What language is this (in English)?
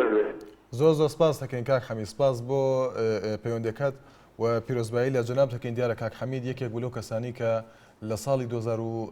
Central Kurdish